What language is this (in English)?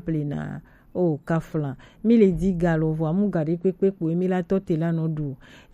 Gen